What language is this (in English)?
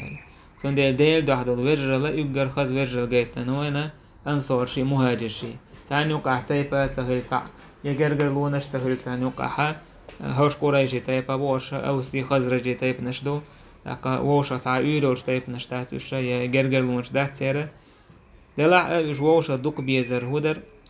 Chechen